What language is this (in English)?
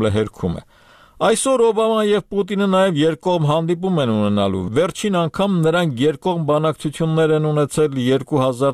Armenian